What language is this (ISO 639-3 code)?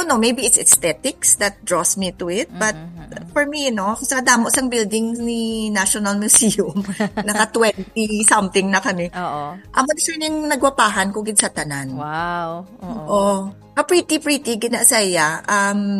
hil